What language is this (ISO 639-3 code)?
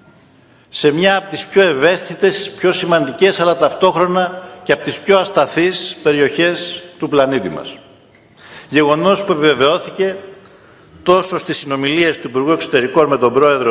ell